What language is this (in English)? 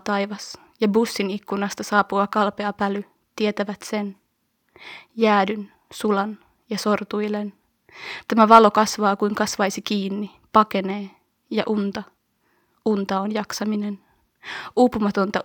Finnish